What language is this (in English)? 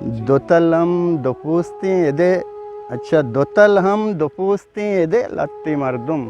Eastern Balochi